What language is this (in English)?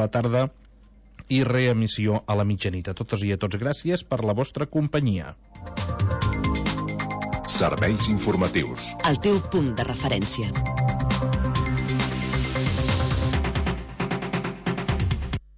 Catalan